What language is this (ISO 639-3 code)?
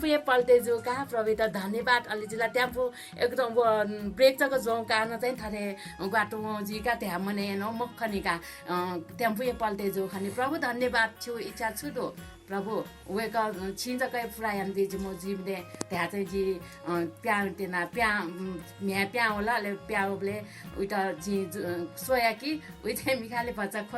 new